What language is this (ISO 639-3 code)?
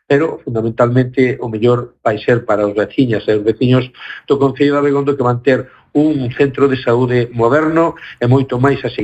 glg